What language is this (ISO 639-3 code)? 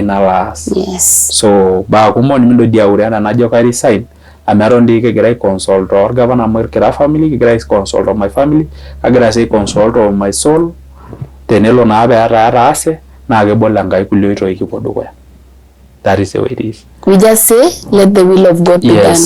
mas